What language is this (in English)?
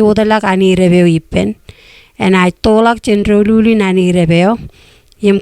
Marshallese